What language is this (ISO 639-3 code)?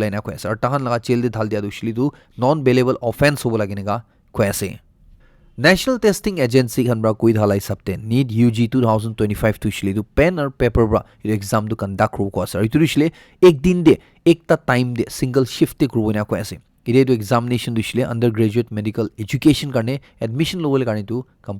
nag